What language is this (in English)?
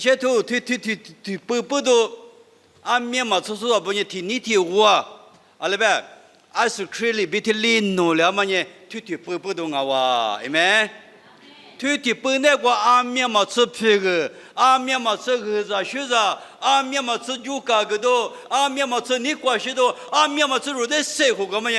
Lisu